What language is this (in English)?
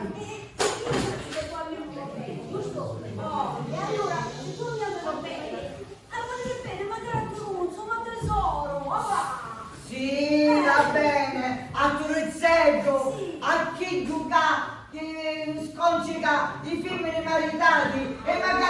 Sicilian